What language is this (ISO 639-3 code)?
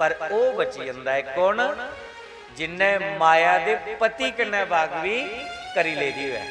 doi